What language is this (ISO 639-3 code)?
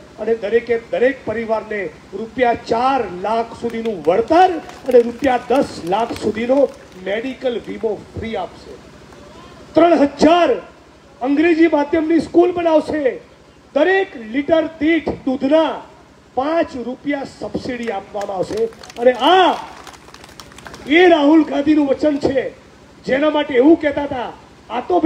guj